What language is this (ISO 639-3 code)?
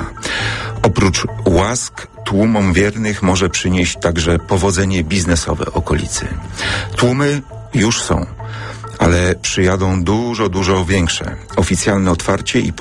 pol